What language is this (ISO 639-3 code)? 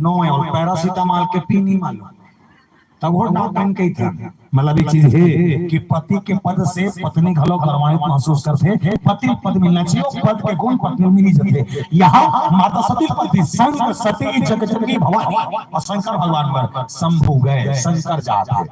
hne